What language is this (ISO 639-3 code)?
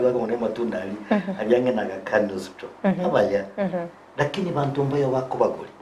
guz